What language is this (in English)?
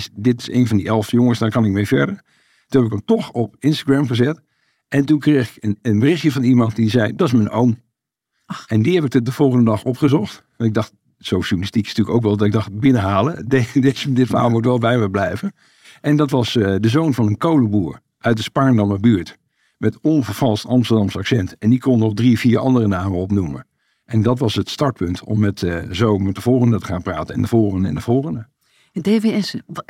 Dutch